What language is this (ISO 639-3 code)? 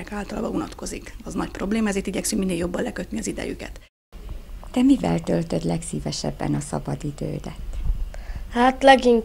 hun